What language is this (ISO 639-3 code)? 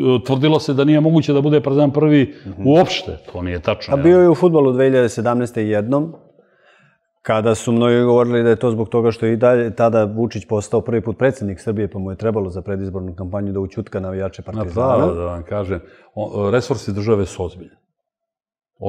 srp